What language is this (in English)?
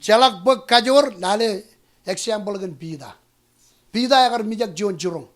Marshallese